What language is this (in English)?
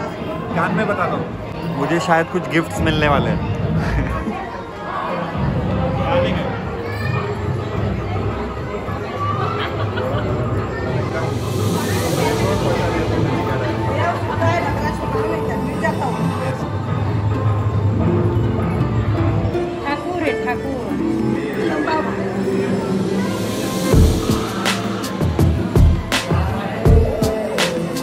Hindi